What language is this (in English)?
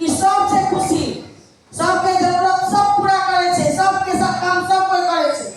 Maithili